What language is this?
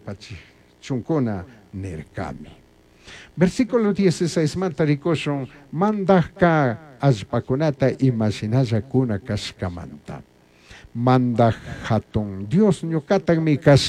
Chimborazo Highland Quichua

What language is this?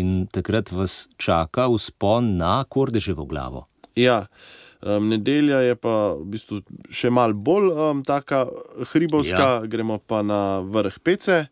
Slovenian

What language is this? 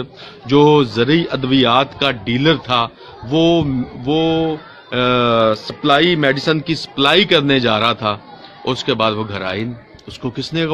Urdu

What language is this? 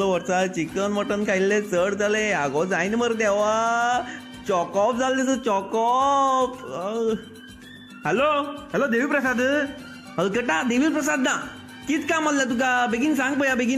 Konkani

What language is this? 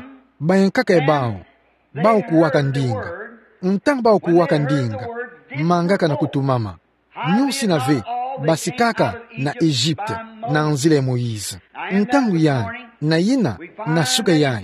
Kituba (Democratic Republic of Congo)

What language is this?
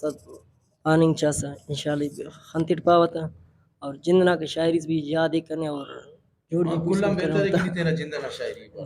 Brahui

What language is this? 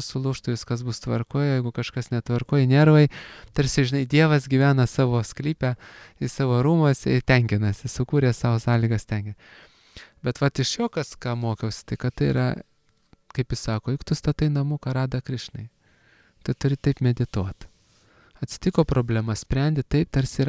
Lithuanian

